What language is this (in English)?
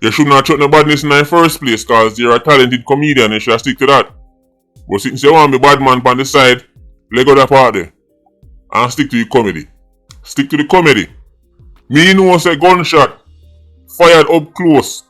Jamaican Creole English